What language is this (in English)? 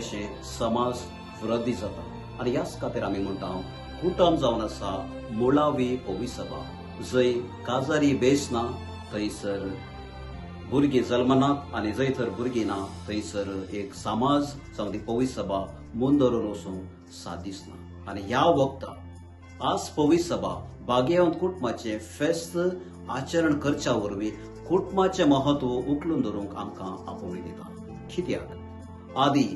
Konkani